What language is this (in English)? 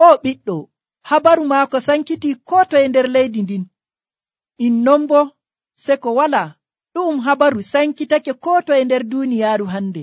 Nigerian Fulfulde